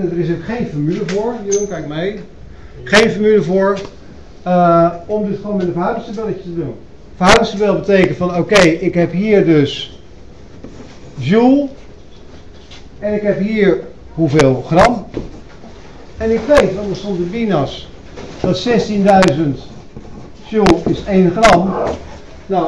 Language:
Dutch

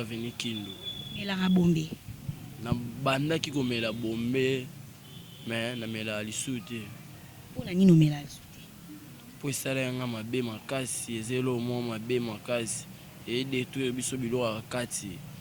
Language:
Lingala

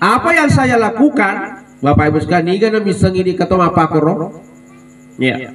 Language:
Buginese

